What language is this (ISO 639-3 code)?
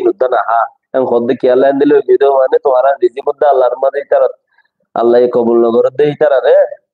rhg